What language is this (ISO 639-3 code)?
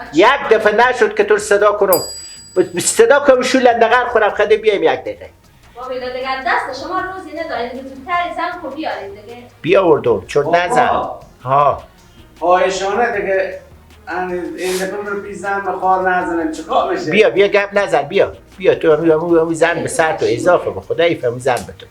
fas